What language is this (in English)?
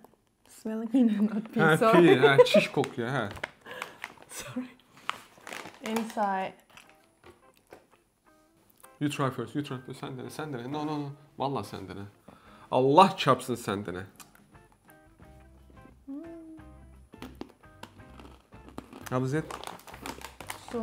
Turkish